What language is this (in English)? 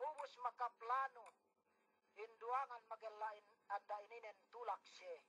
Yakan